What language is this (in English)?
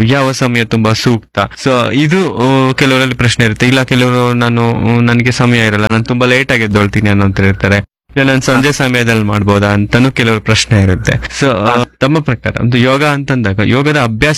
Kannada